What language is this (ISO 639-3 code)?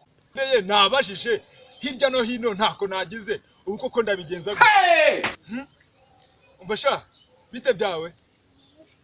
kin